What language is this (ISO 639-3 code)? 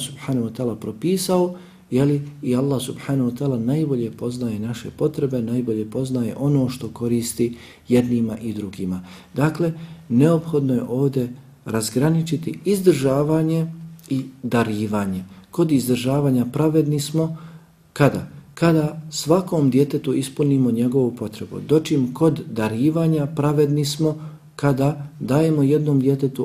bos